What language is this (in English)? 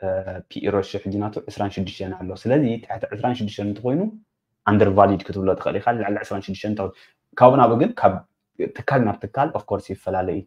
Tigrinya